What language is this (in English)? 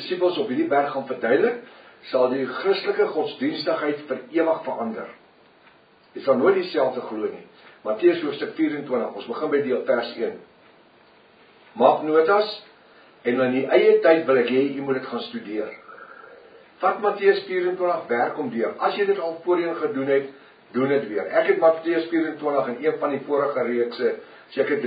Afrikaans